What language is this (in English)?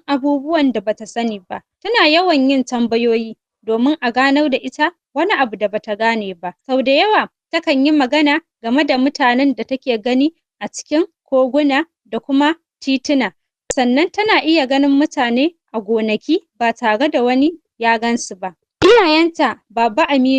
Hausa